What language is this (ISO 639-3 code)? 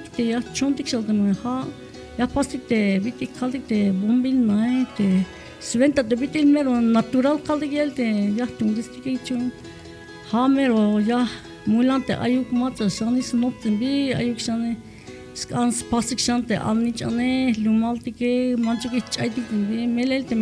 tzh